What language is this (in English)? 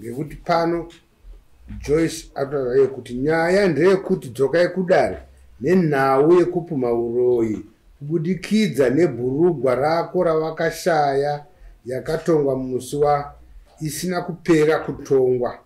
Shona